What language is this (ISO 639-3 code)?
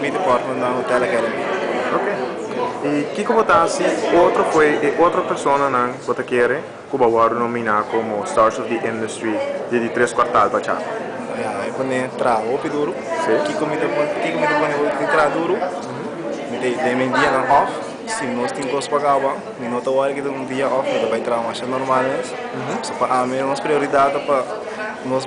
pap